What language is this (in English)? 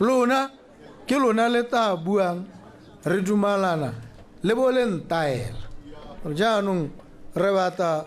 Tswana